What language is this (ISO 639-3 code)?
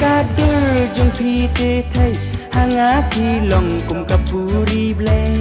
kha